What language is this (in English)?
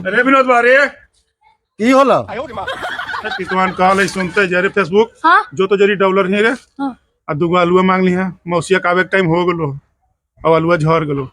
Magahi